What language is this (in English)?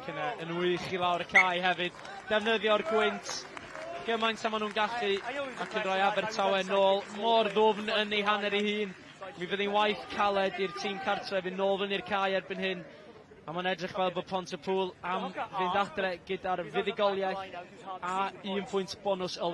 Welsh